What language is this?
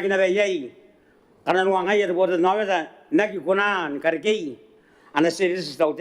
Gilbertese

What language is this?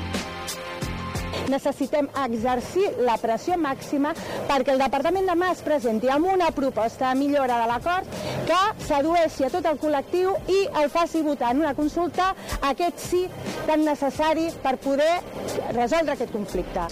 Catalan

